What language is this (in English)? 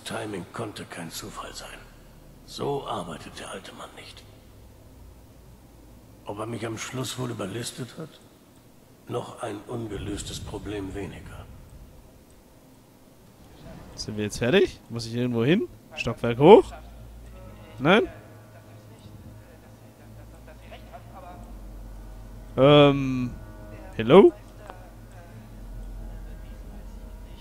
German